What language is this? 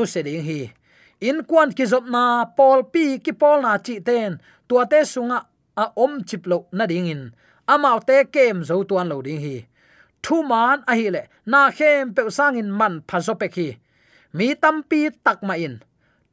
Tedim Chin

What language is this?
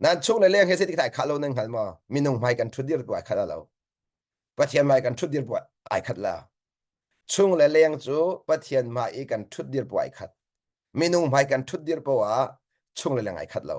Hakha Chin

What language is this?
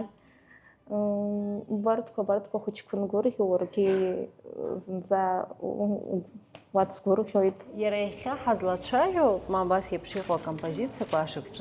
Abkhazian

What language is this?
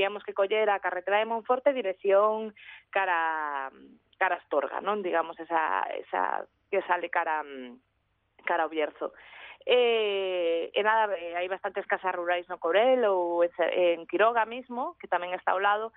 Galician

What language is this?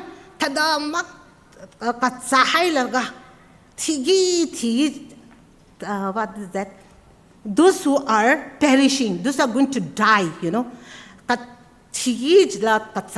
Tangkhul Naga (India)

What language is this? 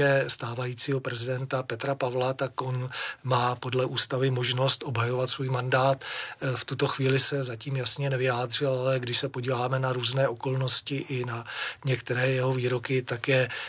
Czech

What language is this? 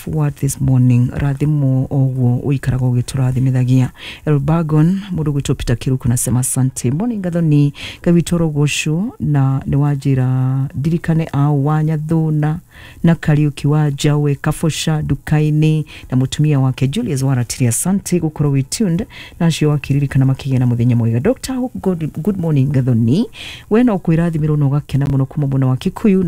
Kikuyu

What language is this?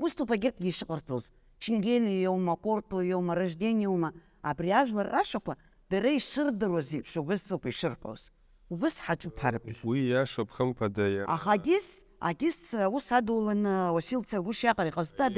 Abkhazian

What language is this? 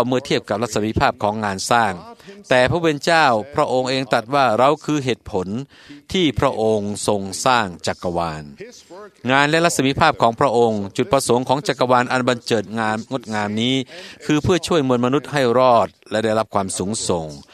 Thai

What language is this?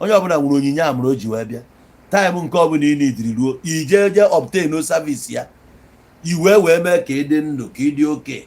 Igbo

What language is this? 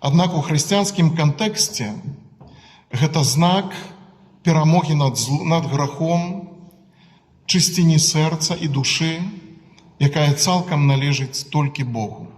Belarusian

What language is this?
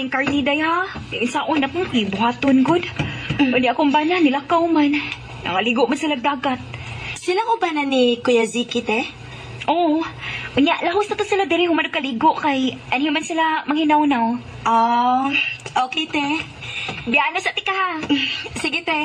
Cebuano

